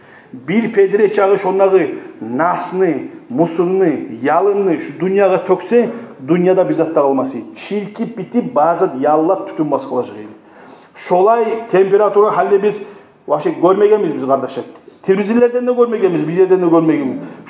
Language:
Kumyk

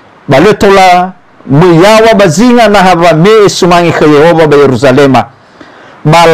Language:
Nias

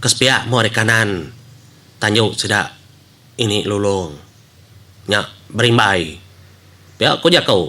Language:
Iban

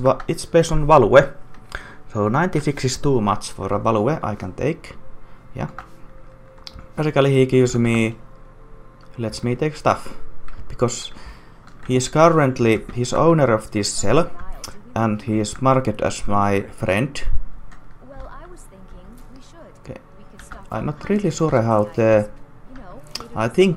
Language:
English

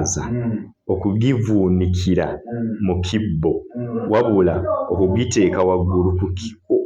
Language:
Ganda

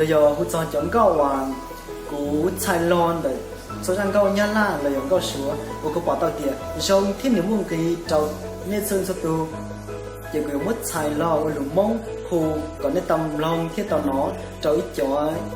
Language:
Hmong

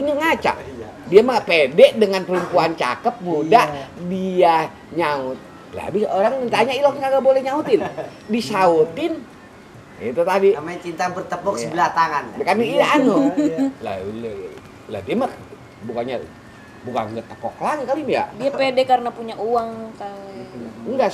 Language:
Betawi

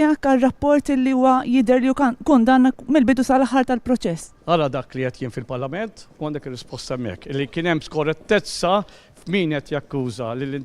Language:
Maltese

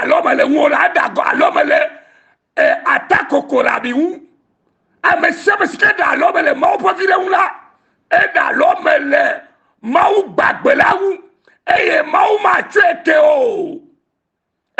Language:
Ewe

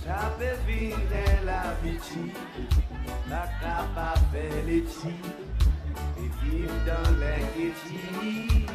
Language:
Seselwa Creole French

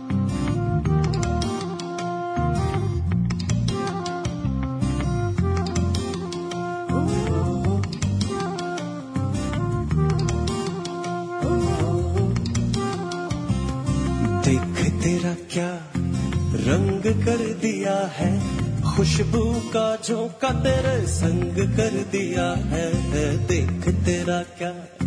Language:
Hindi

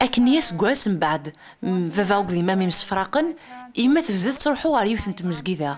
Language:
Kabyle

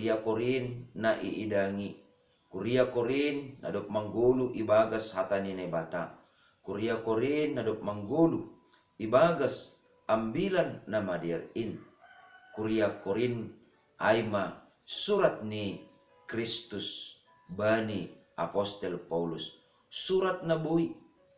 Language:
Batak Simalungun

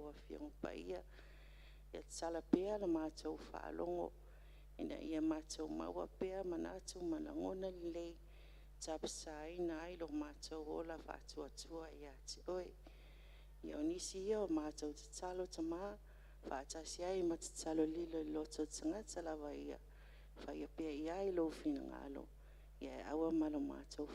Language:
Samoan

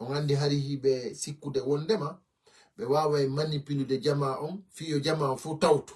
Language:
Fula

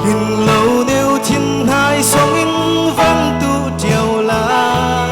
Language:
Falam Chin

